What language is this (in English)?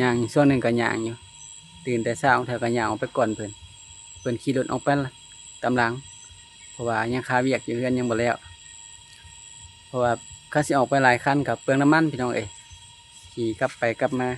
Lao